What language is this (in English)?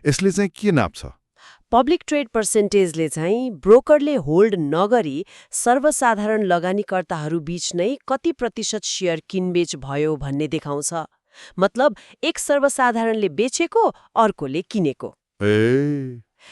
Nepali